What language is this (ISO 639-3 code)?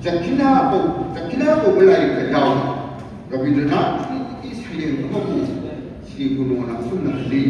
mni